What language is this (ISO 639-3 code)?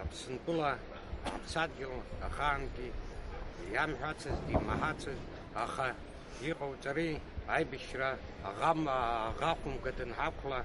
abk